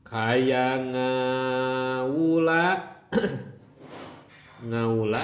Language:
Sundanese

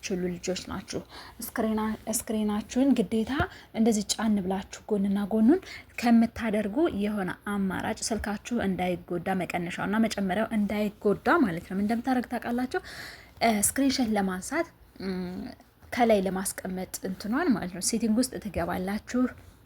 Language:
Amharic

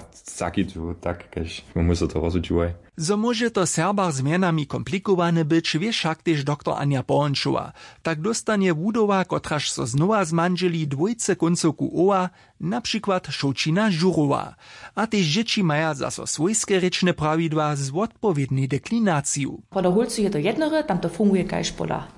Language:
Upper Sorbian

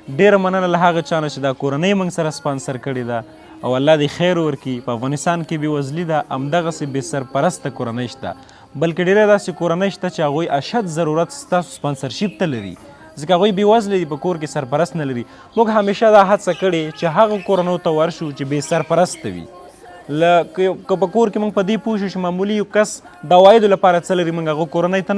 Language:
Pashto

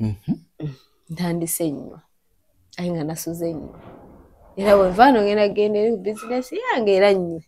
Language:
Ganda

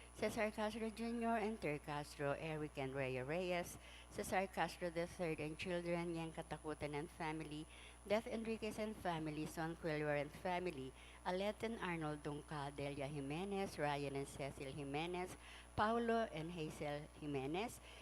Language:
Pampanga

